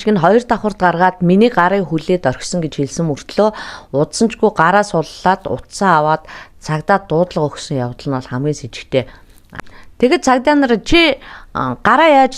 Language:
Mongolian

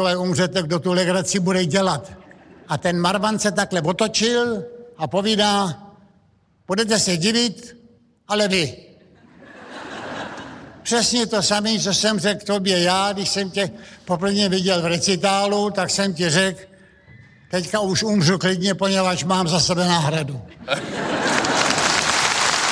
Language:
Czech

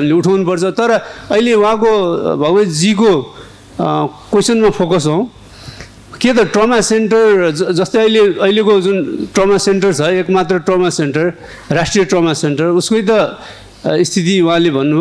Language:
Nepali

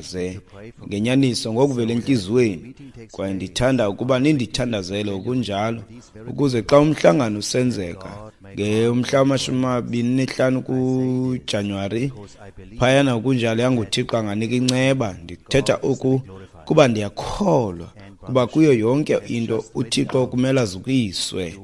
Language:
Xhosa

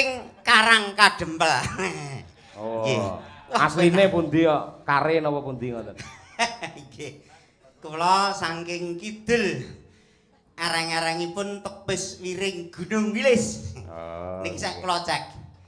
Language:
Javanese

